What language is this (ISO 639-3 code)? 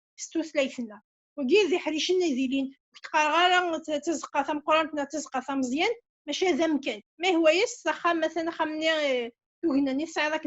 kab